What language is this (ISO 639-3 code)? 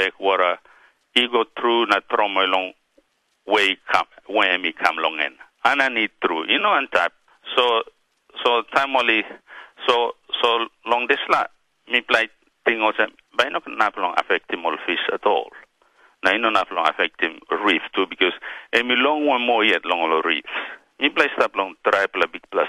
tpi